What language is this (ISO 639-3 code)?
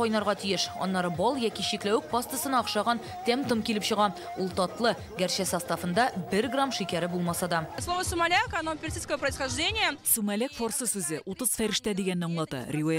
tat